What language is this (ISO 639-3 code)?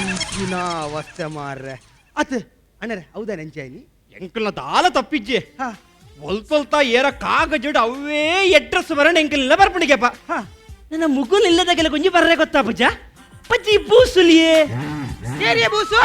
tcy